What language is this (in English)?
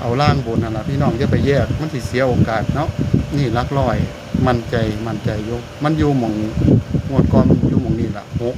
Northeastern Thai